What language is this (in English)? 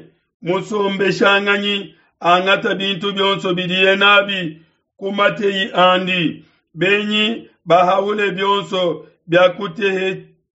Luba-Lulua